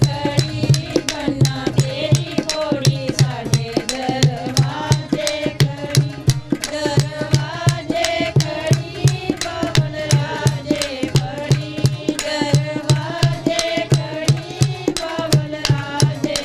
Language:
Dogri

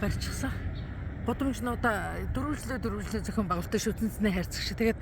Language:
Mongolian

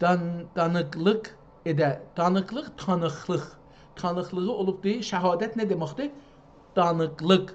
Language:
South Azerbaijani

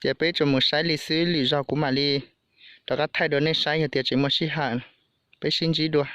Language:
Hmong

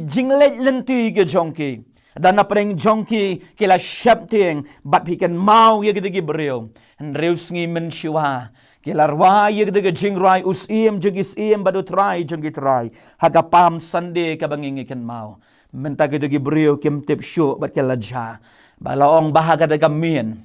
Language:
Khasi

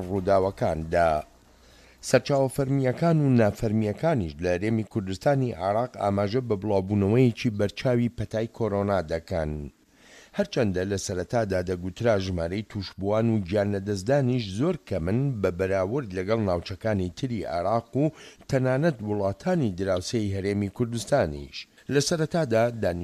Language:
Central Kurdish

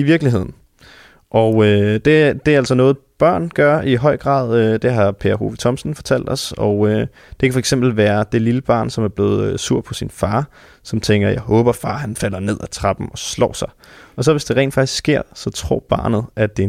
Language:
Danish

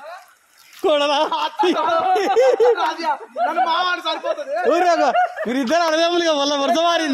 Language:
Telugu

